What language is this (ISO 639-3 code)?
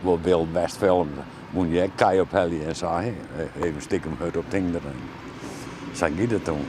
fry